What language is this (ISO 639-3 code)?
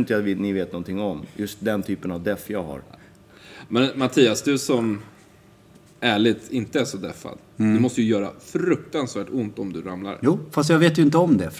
swe